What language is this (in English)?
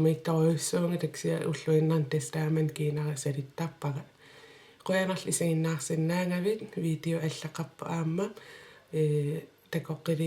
Kalaallisut